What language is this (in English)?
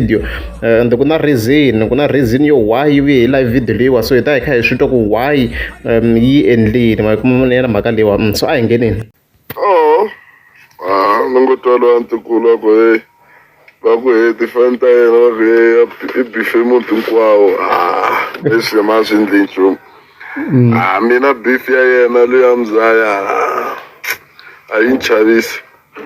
Tsonga